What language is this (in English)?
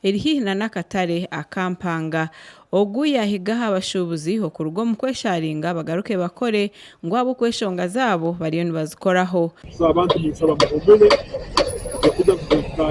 Nyankole